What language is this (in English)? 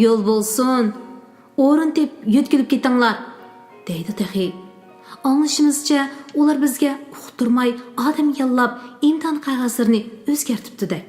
Uyghur